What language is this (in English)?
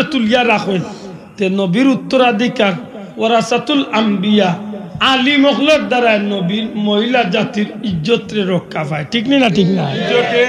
Sylheti